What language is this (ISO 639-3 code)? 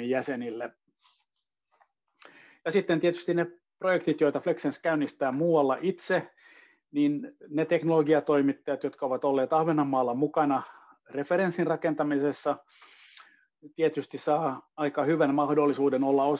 fin